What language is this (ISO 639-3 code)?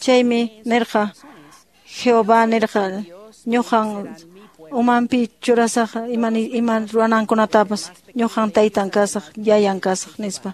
que